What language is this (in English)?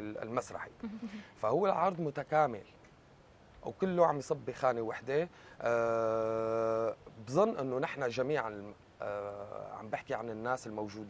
North Levantine Arabic